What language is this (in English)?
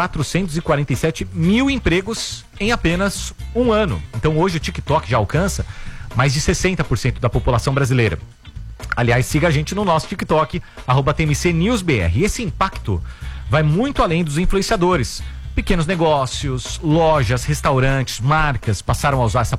Portuguese